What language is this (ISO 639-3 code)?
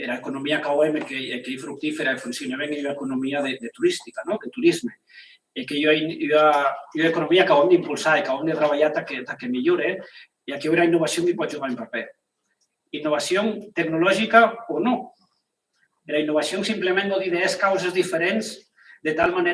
oci